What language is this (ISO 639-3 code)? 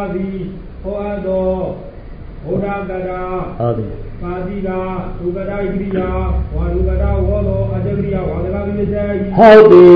mya